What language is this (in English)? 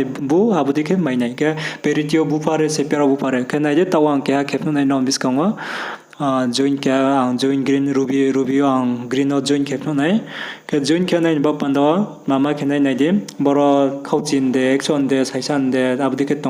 Riang (India)